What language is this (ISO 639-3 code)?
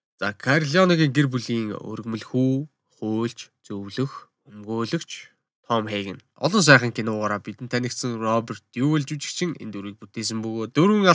mon